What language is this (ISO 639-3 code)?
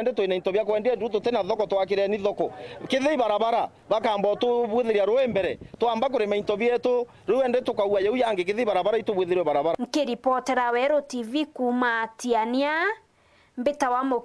mer